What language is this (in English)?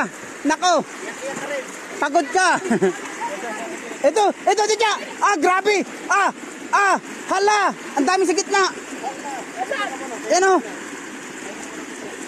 Filipino